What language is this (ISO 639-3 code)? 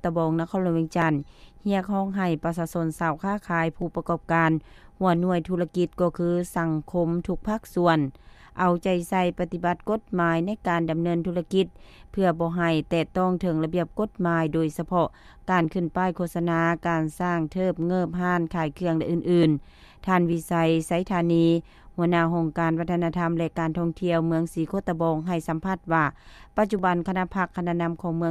lao